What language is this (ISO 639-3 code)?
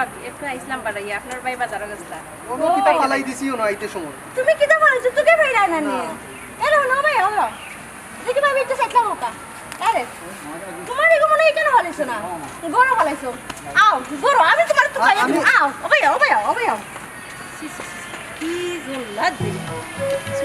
syl